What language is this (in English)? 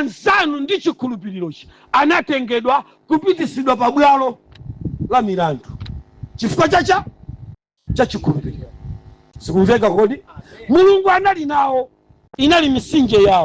Nyanja